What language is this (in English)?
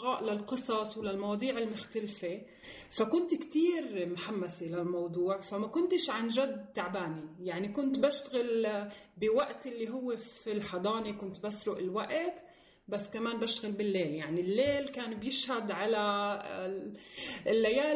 North Levantine Arabic